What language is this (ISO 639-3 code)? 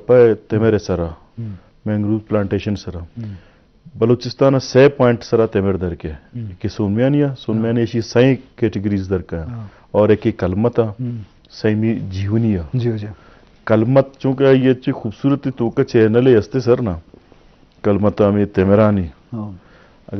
bgp